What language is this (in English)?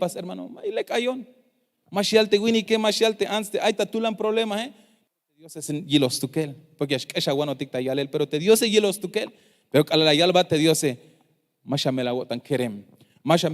Tzeltal